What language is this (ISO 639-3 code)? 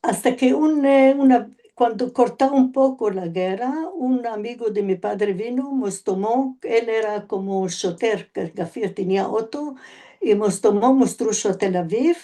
lad